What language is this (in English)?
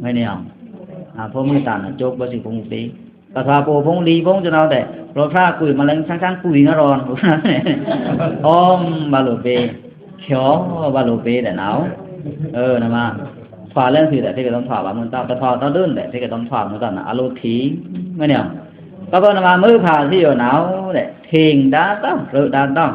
Pa'o Karen